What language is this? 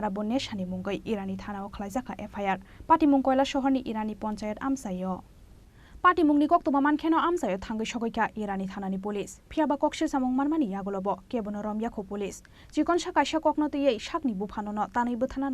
Kok Borok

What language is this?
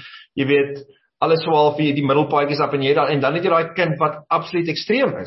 Afrikaans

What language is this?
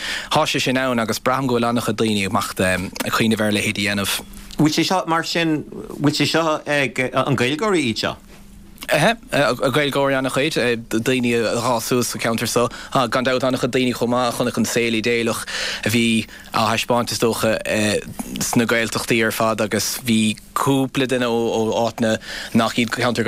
Irish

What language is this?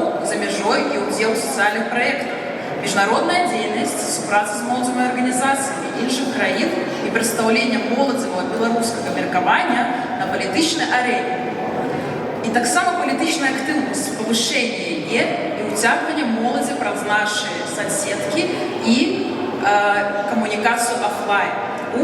Belarusian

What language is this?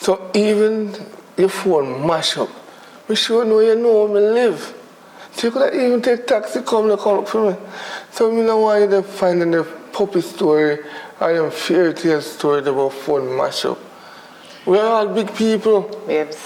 Jamaican Creole English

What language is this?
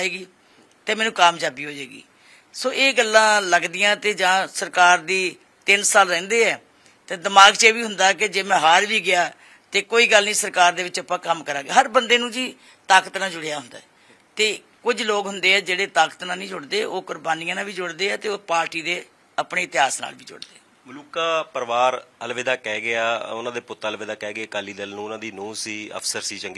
Punjabi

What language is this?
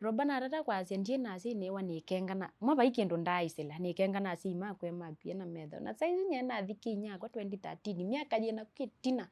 Kamba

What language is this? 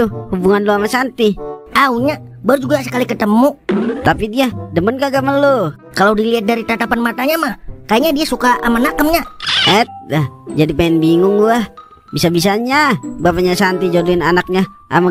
Betawi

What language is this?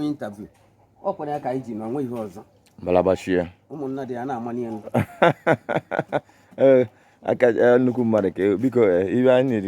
Igbo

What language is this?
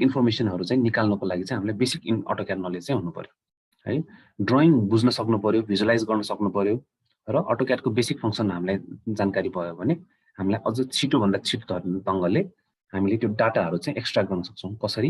Nepali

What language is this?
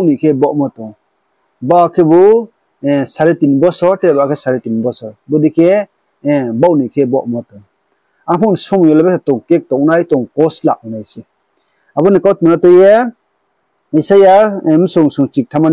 Riang (India)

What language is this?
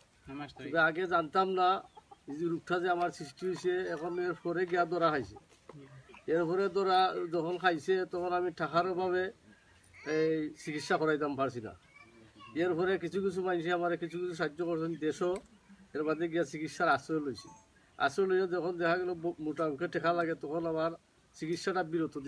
Sylheti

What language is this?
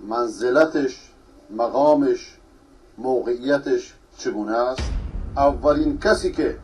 Persian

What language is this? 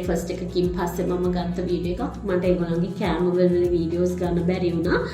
Sinhala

